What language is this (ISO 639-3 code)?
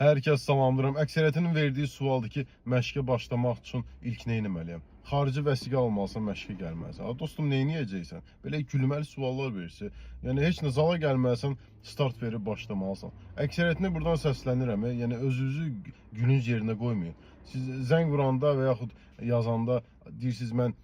aze